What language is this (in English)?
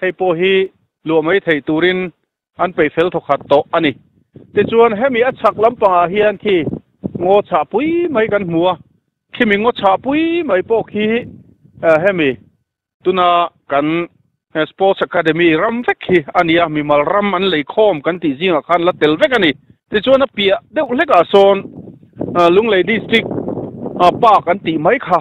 Mizo